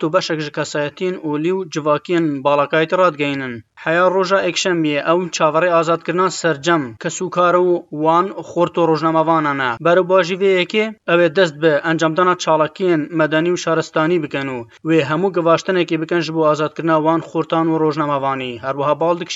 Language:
Kurdish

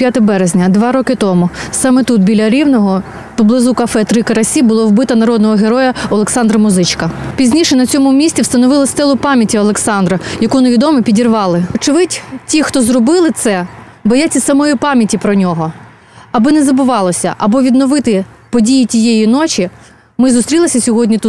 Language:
Ukrainian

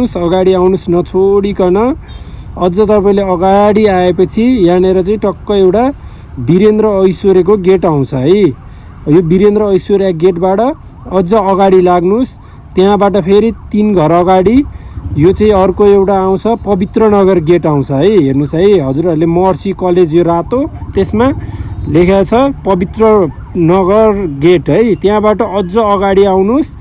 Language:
Nepali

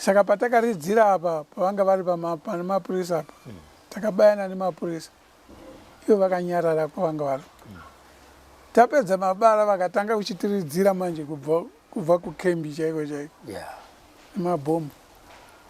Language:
Shona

